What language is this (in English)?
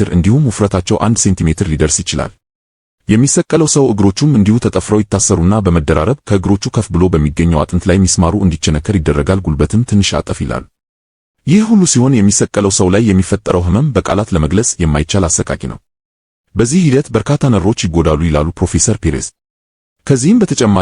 Amharic